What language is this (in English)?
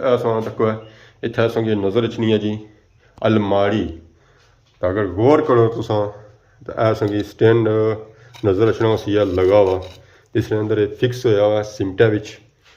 Pahari-Potwari